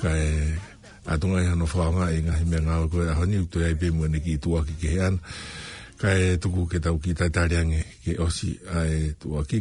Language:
Tongan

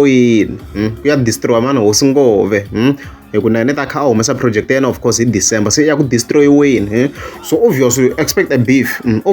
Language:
Tsonga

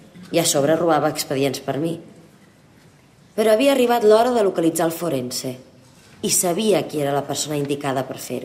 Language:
Catalan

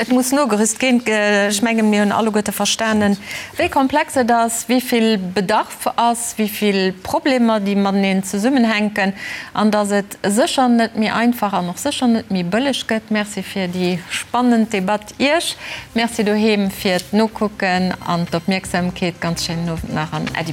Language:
Luxembourgish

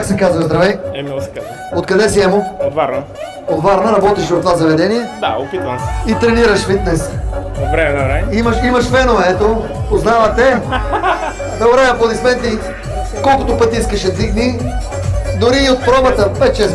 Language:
Bulgarian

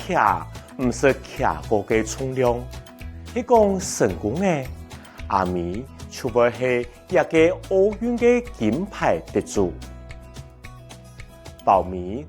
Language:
Hakka Chinese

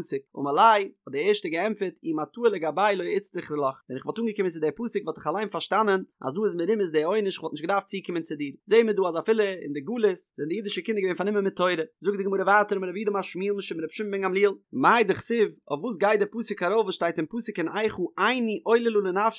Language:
Yiddish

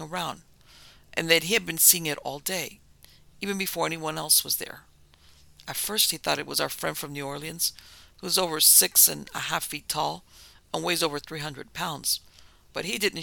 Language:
English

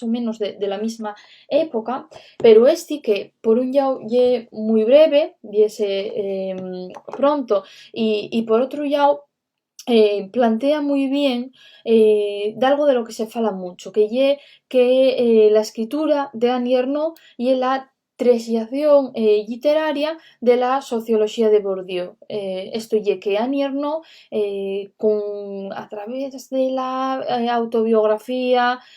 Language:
Asturian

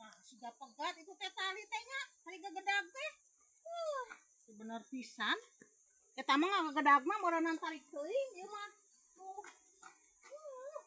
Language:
Sundanese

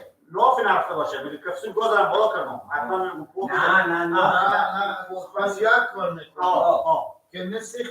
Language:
Persian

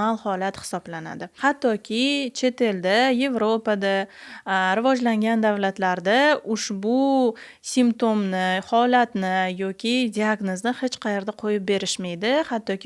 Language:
Uzbek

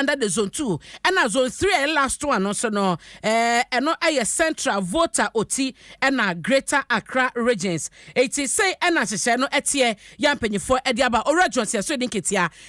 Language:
Akan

